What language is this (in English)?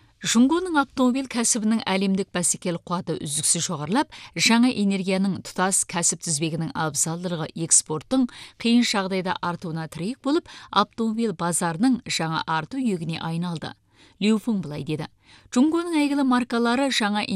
Kazakh